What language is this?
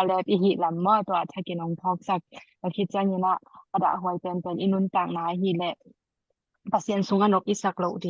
Tedim Chin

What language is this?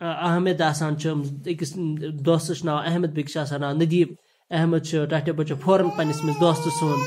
Kashmiri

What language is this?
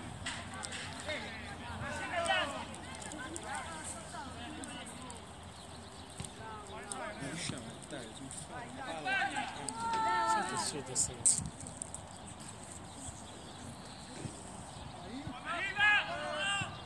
Italian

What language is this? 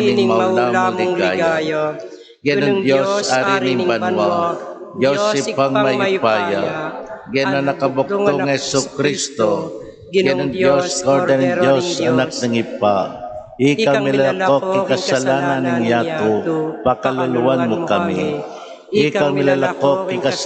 Pampanga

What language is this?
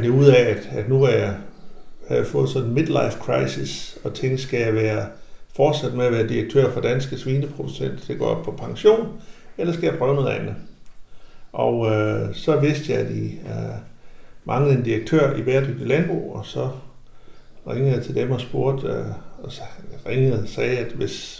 Danish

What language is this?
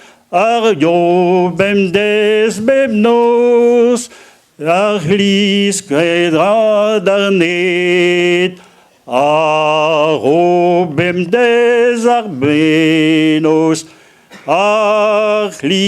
Breton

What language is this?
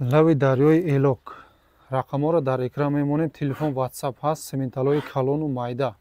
Tajik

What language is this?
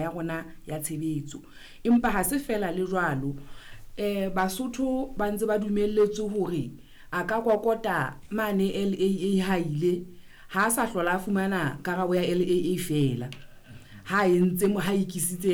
Southern Sotho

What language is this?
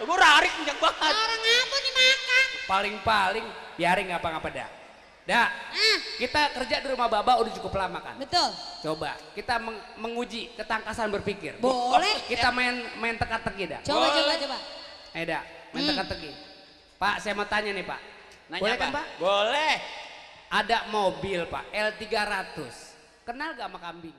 Betawi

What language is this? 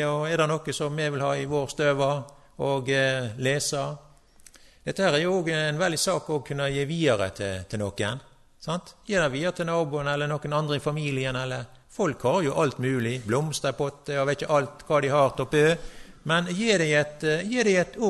Norwegian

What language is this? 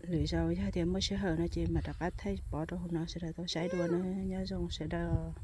Hmong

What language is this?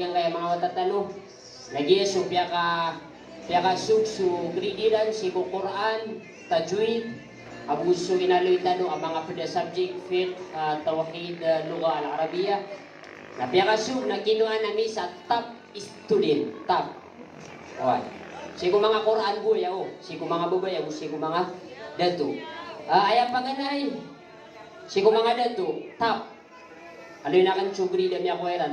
Maranao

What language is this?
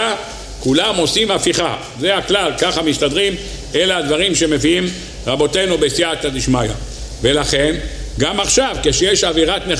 Hebrew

